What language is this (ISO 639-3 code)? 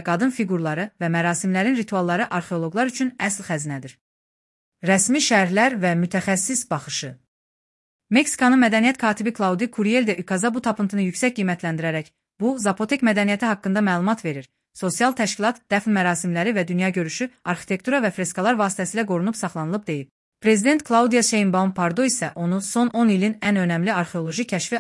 aze